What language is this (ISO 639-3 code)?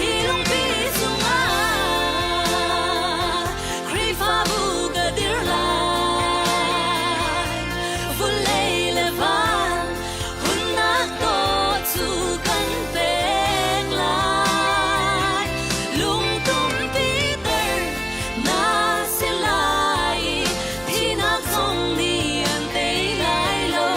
cnh